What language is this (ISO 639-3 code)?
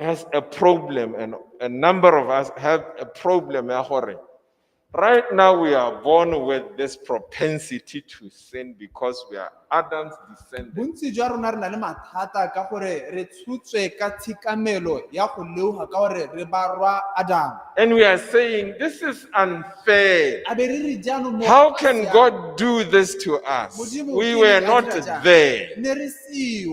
tsn